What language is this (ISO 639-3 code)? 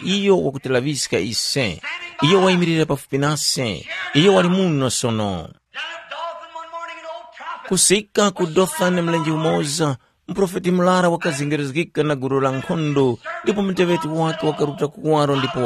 tum